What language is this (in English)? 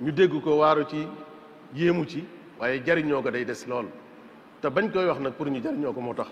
Wolof